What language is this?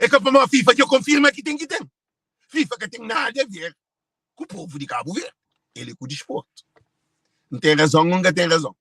Kabuverdianu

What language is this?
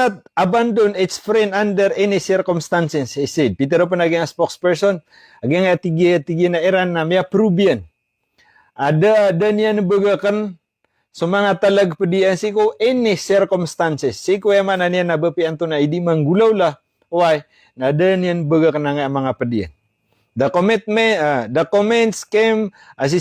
Maranao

